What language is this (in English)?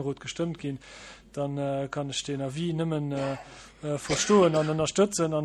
Luxembourgish